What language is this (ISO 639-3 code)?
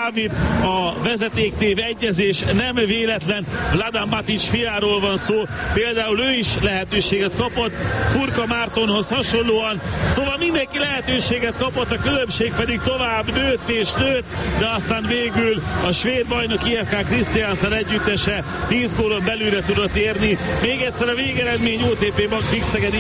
hun